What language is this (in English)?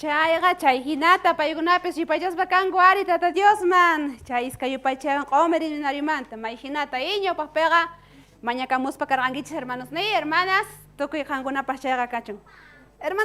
South Bolivian Quechua